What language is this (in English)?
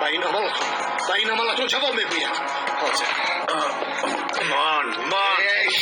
Tajik